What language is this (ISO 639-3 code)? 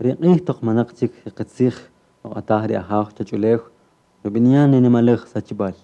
cak